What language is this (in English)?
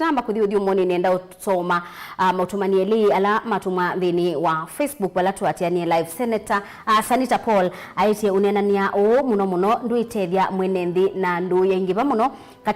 Kamba